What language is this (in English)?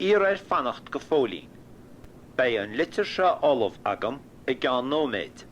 Irish